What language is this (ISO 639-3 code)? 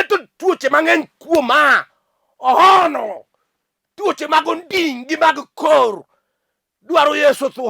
luo